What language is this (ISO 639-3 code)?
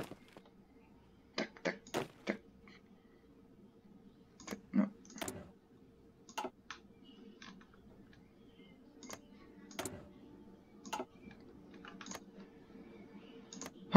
ces